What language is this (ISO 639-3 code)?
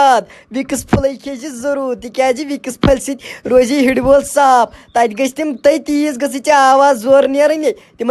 kas